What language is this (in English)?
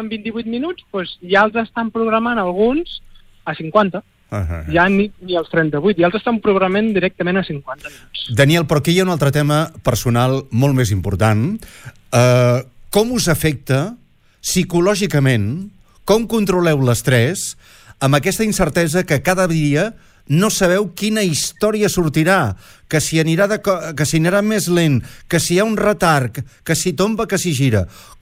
Catalan